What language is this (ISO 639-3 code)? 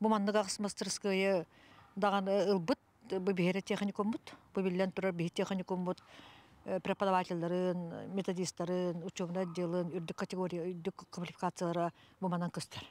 sah